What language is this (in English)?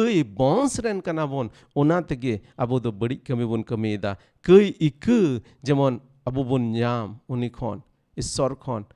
Santali